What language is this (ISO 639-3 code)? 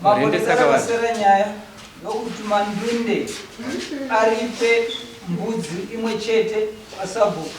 sna